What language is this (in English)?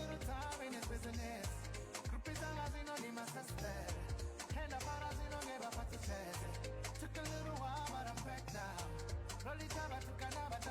Venda